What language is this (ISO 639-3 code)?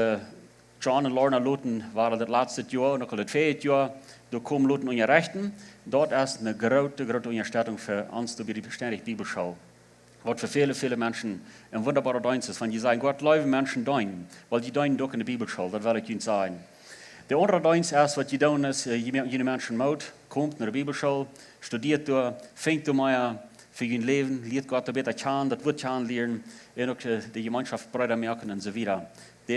pdt